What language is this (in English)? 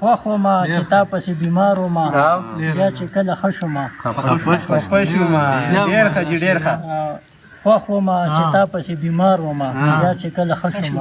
Pashto